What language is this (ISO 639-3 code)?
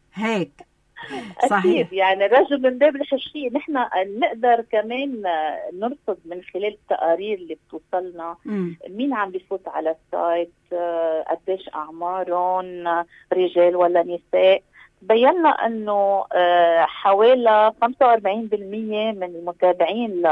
apc